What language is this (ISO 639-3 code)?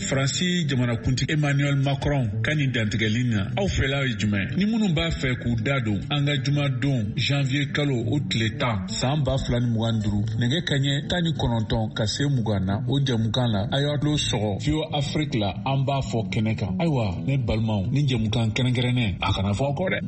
bam